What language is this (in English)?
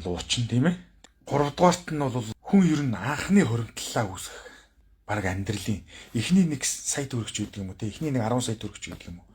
Mongolian